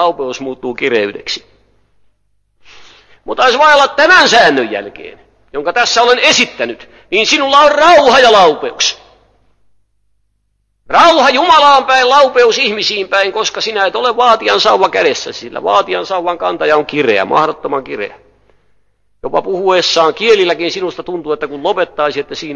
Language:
Finnish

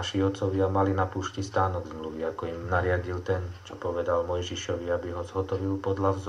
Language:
Slovak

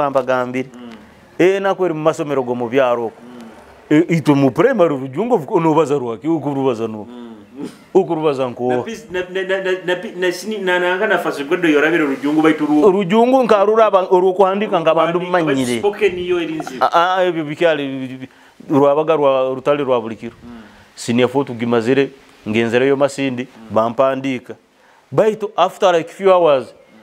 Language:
Nyoro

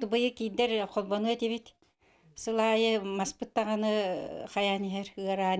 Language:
Yakut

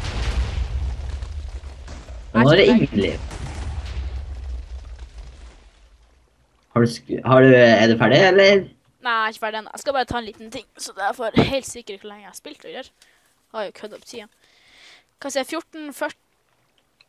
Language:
Norwegian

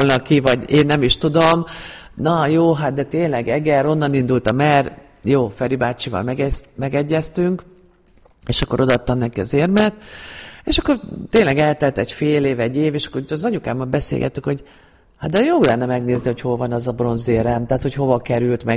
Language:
Hungarian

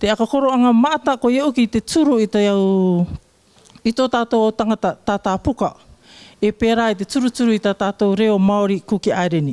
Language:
Rarotongan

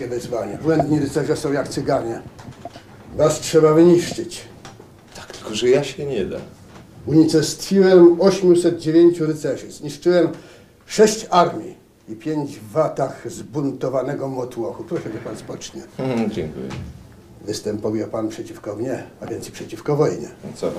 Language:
Polish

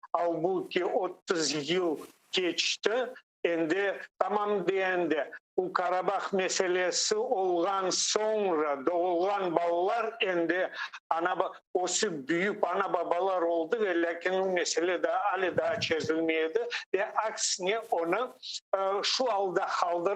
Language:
Crimean Tatar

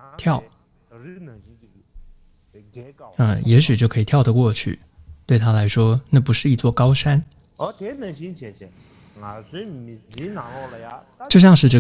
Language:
Chinese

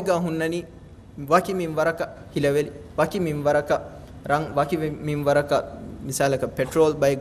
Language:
Divehi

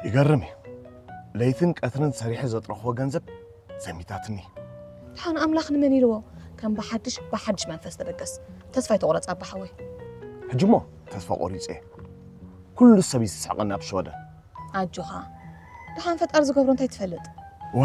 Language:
Tigrinya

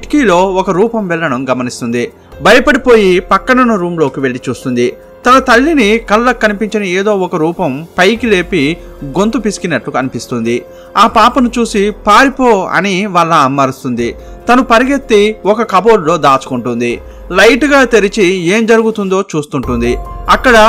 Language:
Telugu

